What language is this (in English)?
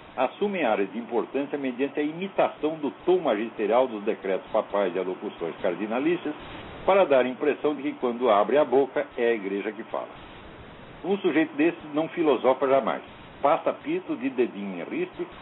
Portuguese